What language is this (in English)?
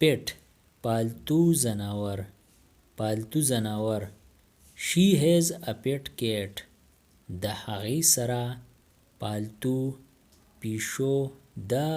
Pashto